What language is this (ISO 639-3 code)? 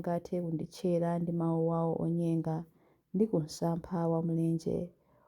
nya